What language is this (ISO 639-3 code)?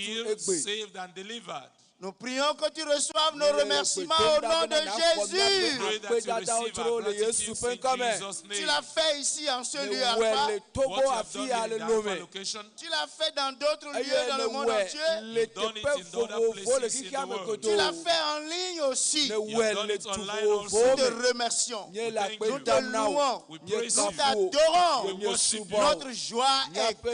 ewe